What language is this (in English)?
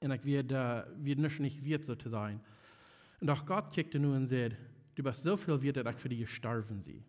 Plautdietsch